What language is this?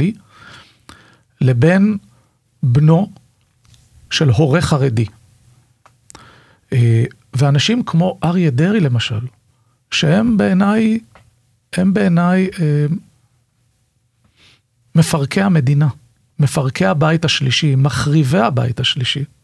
Hebrew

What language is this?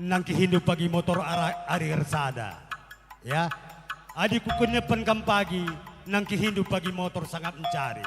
Batak Karo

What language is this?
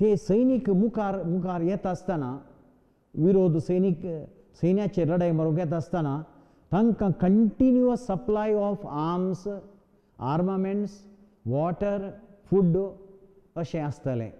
Konkani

